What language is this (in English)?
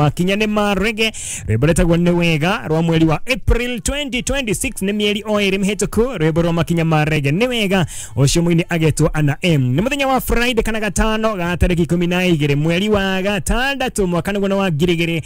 Kikuyu